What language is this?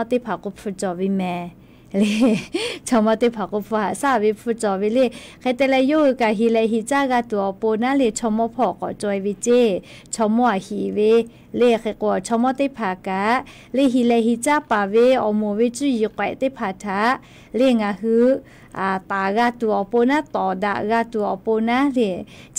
Lahu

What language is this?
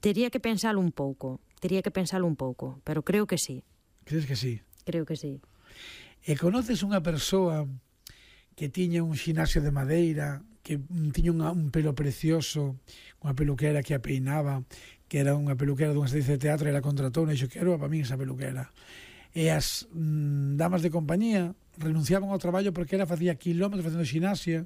Galician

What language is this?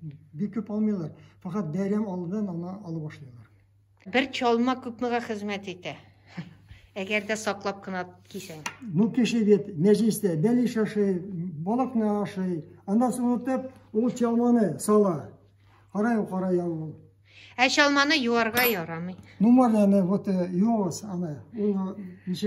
Tatar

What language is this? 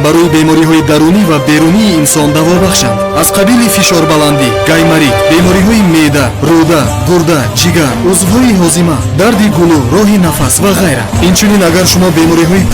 Persian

